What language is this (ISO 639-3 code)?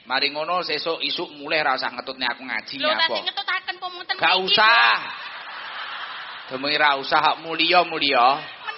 jav